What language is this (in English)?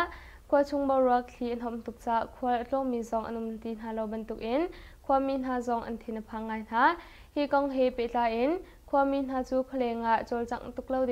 Hakha Chin